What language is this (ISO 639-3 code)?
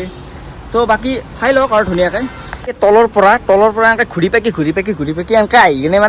asm